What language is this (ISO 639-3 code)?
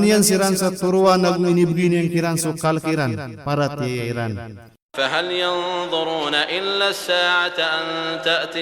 mrw